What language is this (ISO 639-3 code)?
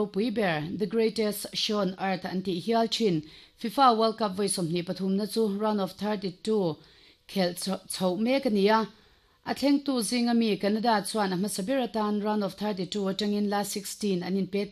lus